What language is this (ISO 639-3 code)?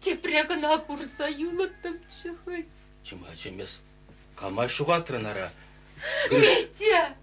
chv